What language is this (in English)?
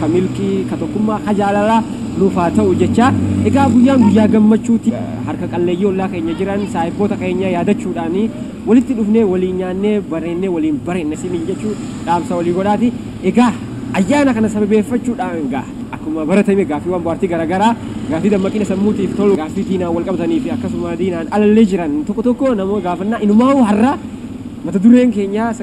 Oromo